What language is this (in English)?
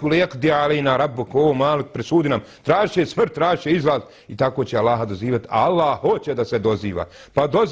Bosnian